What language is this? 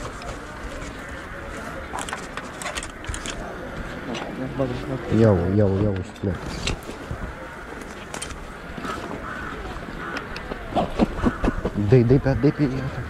Romanian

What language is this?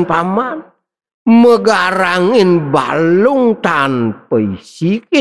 Balinese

